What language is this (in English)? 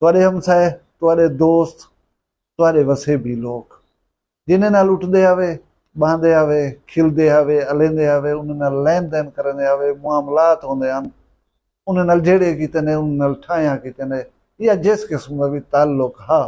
Saraiki